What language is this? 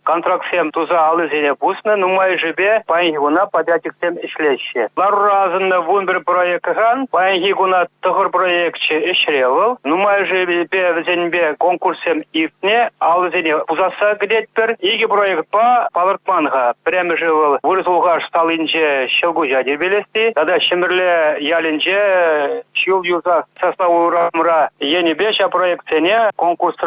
Chuvash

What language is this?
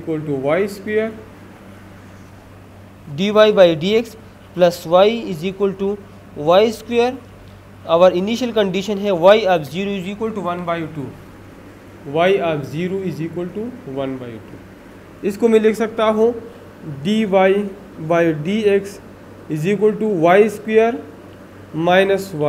Hindi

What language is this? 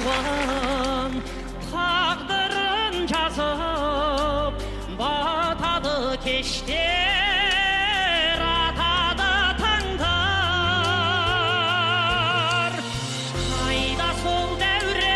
Kazakh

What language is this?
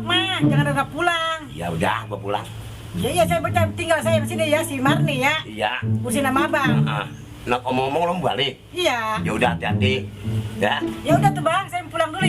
Betawi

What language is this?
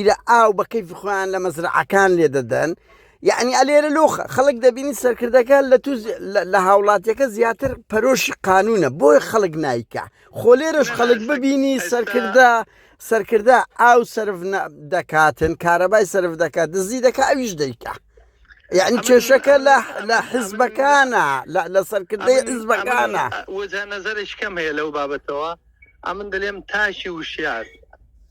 Central Kurdish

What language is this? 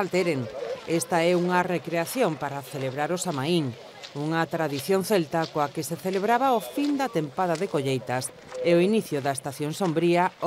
Galician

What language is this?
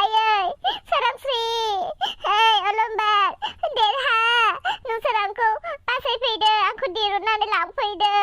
Bodo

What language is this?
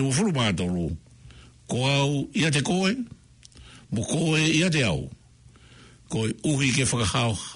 Tongan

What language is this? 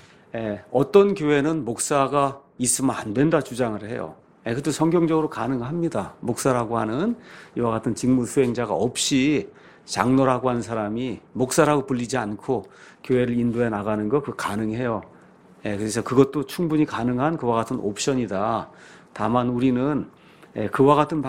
Korean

